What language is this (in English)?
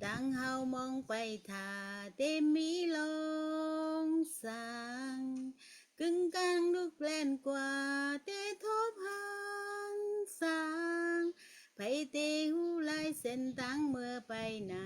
Shan